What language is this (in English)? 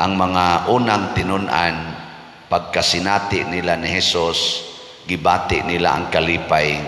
Cebuano